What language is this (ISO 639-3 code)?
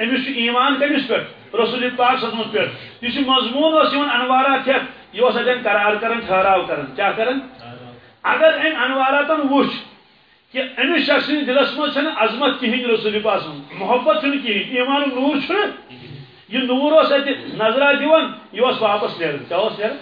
kas